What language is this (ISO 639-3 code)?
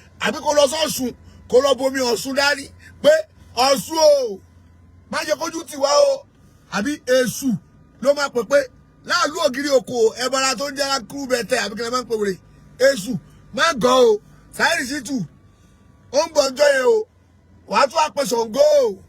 yor